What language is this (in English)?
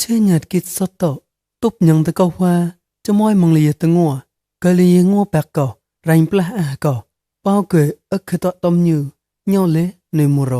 Mon